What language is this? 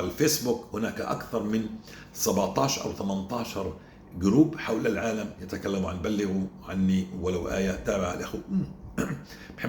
North Levantine Arabic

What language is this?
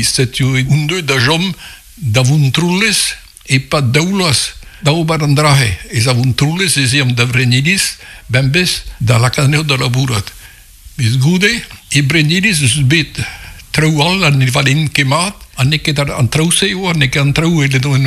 Breton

